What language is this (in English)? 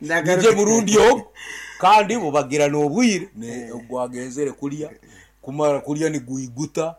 Nyankole